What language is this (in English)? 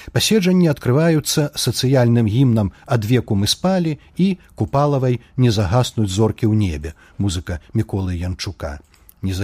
Belarusian